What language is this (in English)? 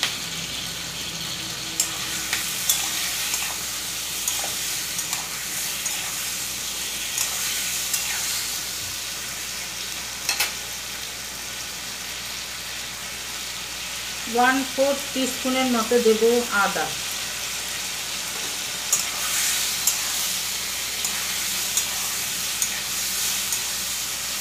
Bangla